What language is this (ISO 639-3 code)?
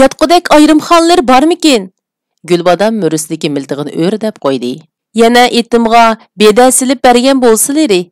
uig